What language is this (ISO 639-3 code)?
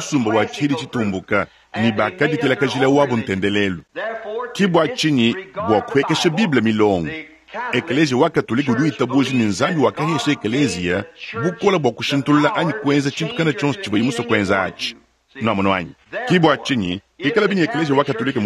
lua